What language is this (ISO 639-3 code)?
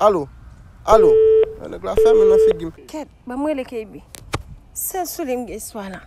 hat